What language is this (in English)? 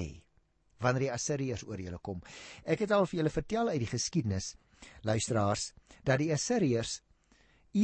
Afrikaans